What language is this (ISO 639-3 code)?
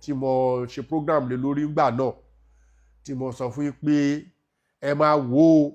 yor